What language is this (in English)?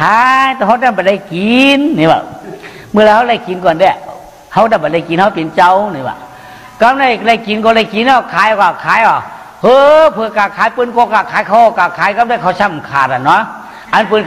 Shan